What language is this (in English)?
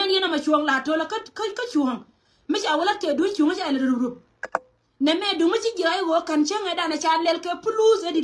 Nuer